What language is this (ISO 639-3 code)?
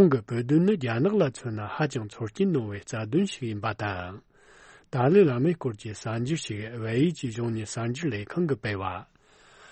bod